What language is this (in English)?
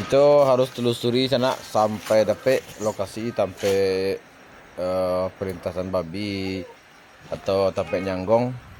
Minangkabau